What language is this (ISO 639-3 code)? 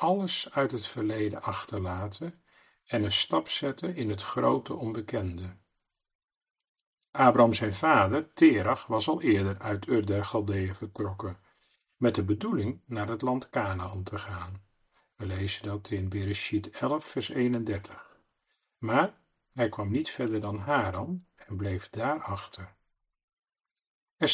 nld